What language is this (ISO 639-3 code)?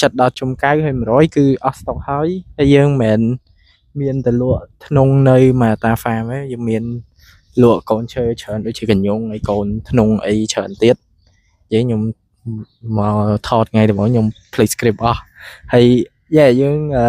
khm